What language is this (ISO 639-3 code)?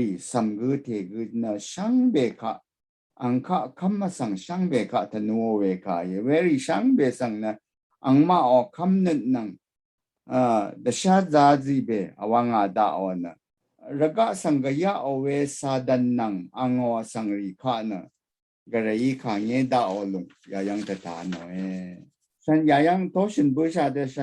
raw